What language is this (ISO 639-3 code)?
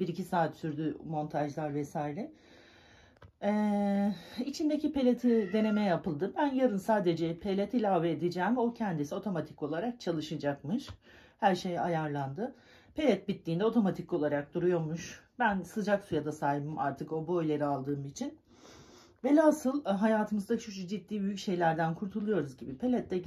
tur